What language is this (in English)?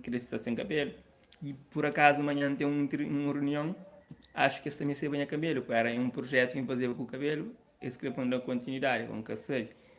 Kabuverdianu